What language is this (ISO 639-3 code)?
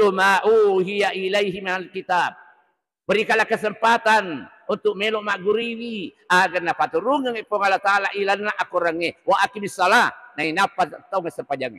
bug